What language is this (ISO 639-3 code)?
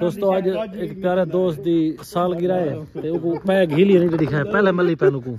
skr